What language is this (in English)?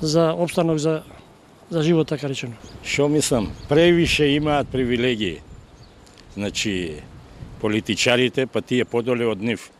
Macedonian